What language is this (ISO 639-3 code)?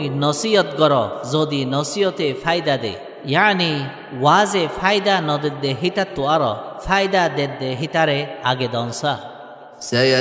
rhg